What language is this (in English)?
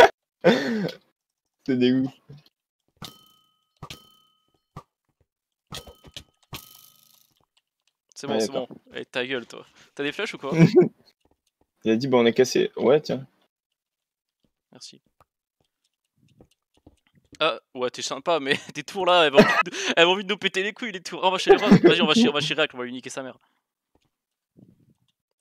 French